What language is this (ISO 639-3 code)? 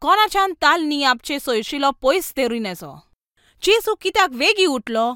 kok